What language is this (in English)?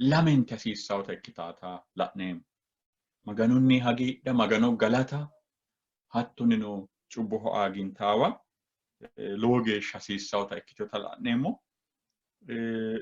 Sidamo